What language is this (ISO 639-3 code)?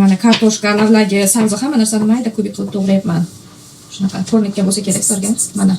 uzb